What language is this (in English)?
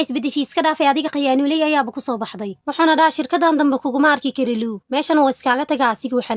Somali